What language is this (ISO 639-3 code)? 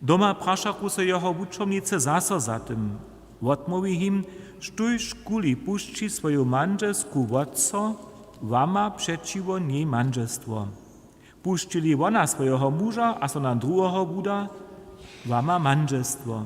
hsb